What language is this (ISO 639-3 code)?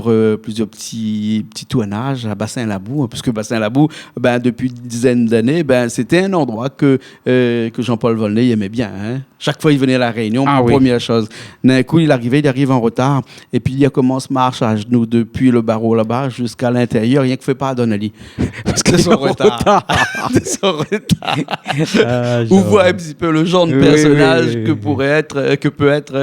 rcf